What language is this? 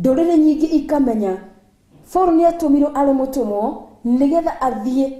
Kikuyu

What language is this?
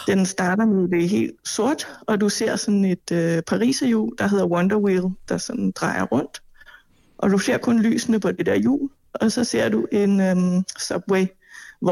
Danish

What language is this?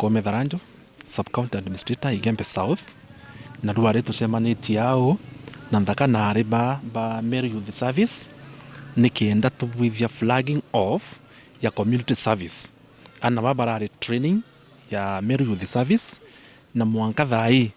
Meru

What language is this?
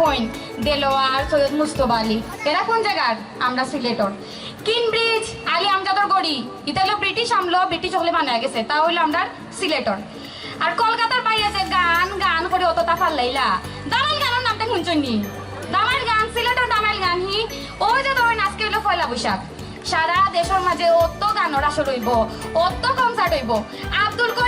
Sylheti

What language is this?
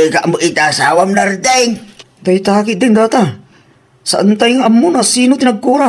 Iloko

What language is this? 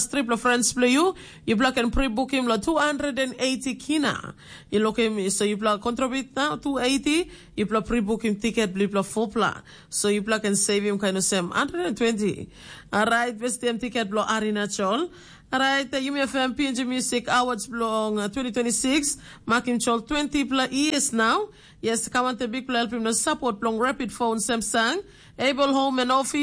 Tok Pisin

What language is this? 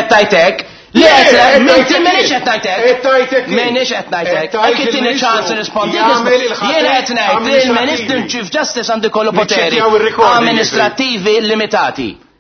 Maltese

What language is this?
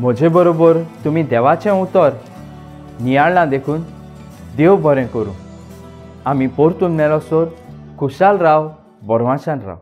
Konkani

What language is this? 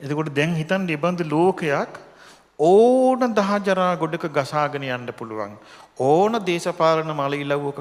Sinhala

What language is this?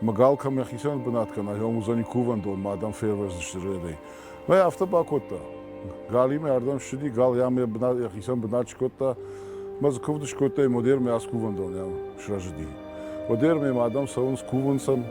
Ossetic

